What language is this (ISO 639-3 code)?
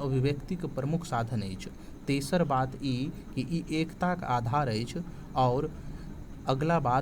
mai